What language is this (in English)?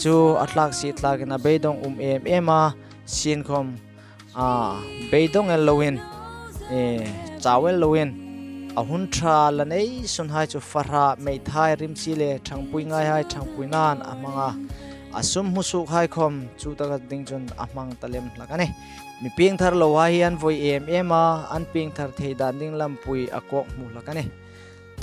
Hmar